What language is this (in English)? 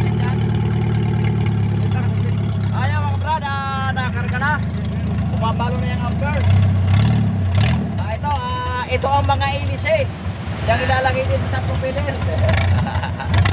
Filipino